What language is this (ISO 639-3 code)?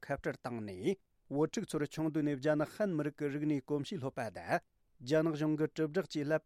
bod